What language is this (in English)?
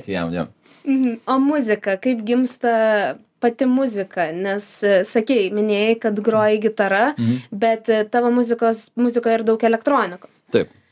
Lithuanian